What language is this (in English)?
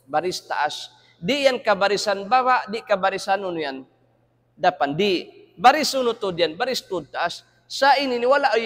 Tausug